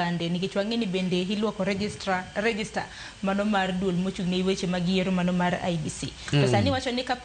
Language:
Luo (Kenya and Tanzania)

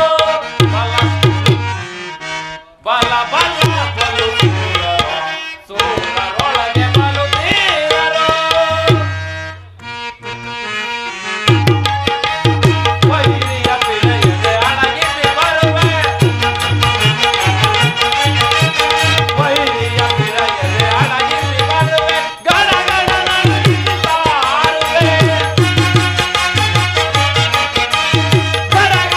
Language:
Kannada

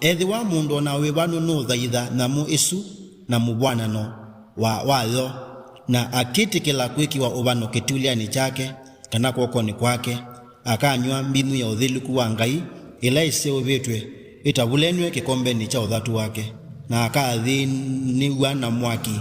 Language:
Kamba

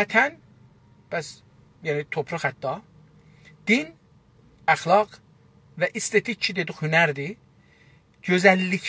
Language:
South Azerbaijani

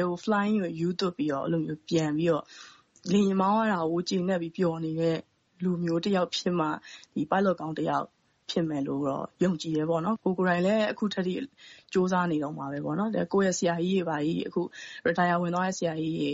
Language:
Burmese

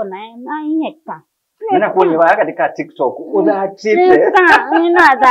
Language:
Kamba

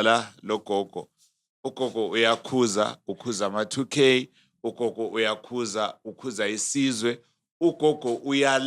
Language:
North Ndebele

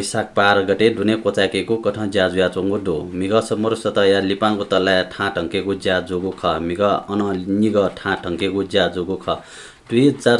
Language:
Newari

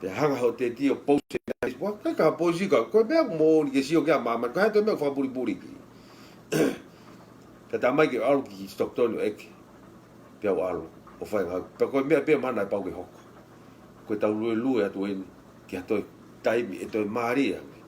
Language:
Tongan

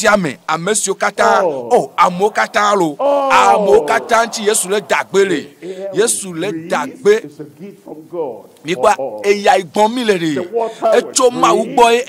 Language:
Ewe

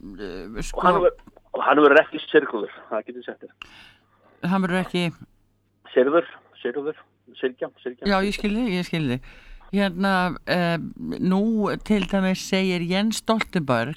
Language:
Icelandic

